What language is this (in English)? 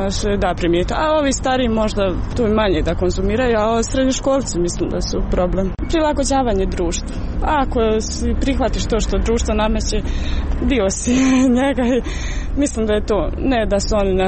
Croatian